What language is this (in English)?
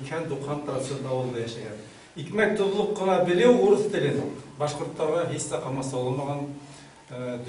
Bashkir